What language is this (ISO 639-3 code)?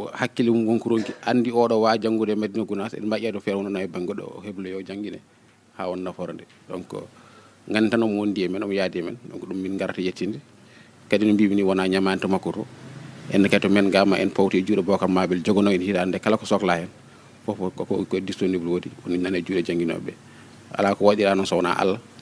ful